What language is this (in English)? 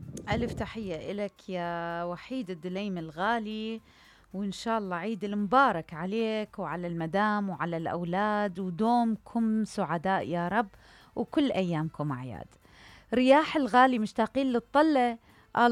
Mesopotamian Arabic